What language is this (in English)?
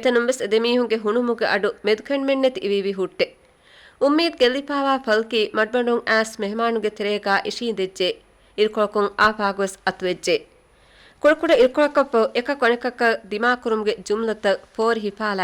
Divehi